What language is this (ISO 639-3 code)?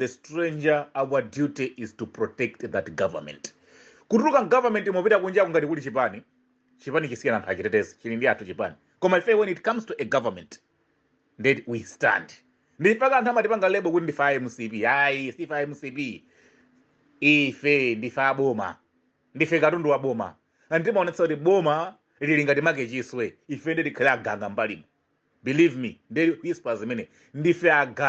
nya